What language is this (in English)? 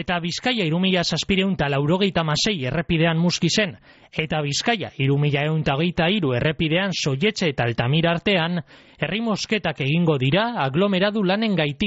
Basque